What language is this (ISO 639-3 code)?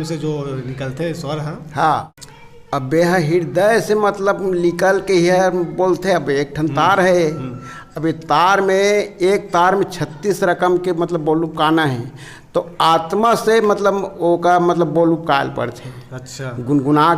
hne